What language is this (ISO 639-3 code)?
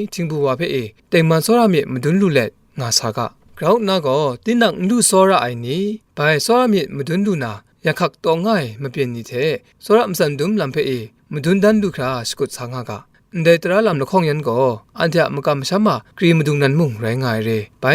kac